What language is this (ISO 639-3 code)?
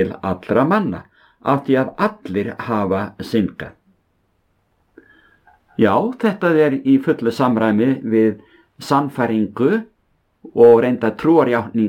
isl